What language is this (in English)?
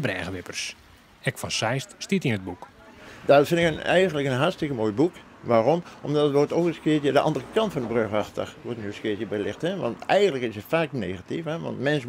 Western Frisian